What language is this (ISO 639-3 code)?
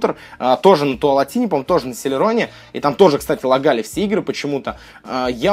rus